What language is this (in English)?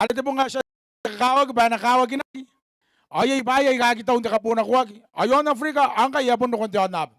Gilbertese